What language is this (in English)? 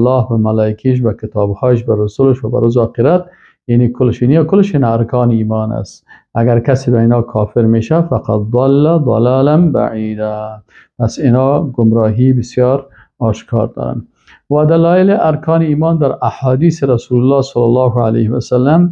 Persian